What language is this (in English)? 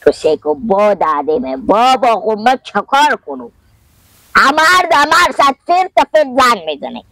Persian